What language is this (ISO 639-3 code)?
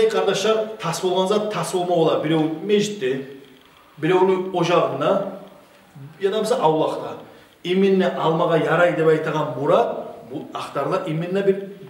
kum